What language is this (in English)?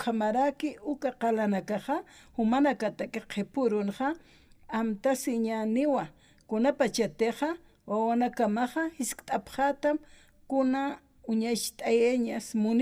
Aymara